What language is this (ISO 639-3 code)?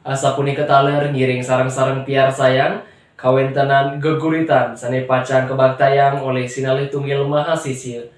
ban